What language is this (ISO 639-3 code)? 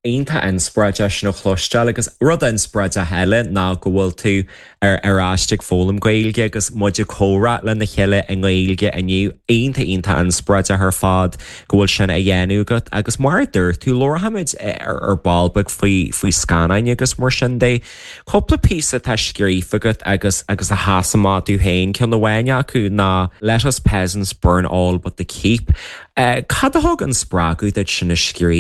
gle